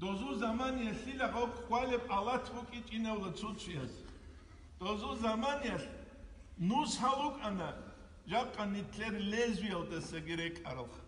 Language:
Avaric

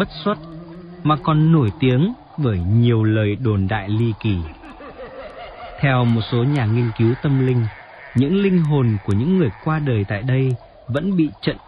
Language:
Vietnamese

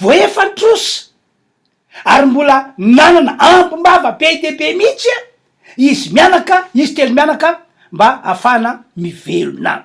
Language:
Malagasy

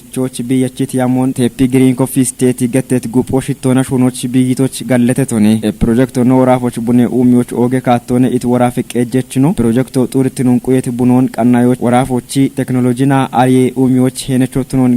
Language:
Kafa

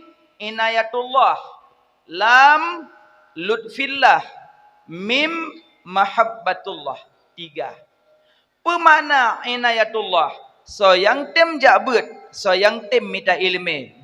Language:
Achinese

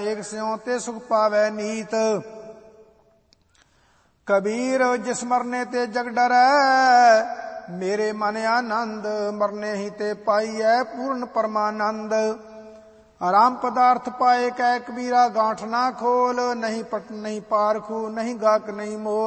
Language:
Punjabi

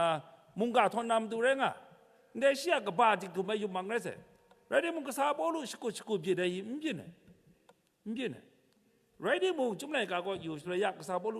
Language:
Kachin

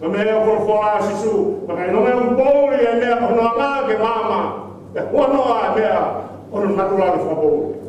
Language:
Tongan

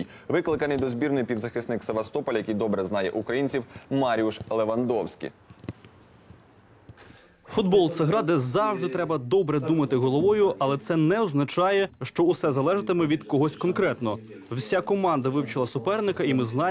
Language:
Ukrainian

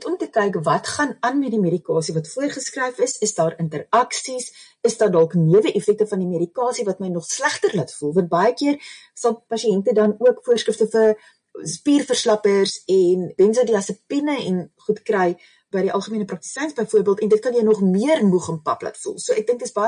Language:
Afrikaans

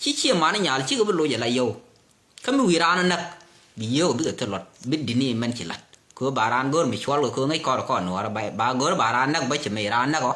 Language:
Nuer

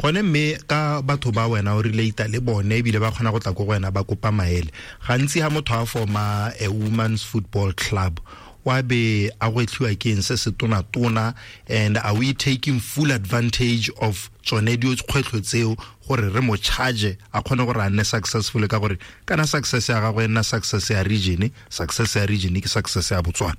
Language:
Tswana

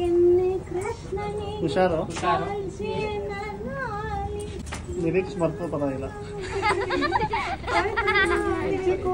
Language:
Kannada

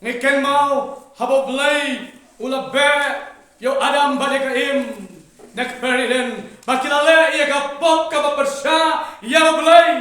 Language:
Khasi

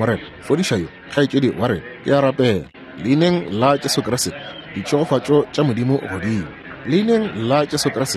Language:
Northern Sotho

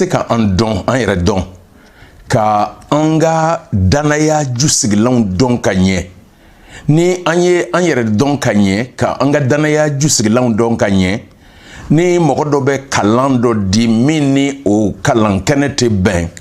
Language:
Bambara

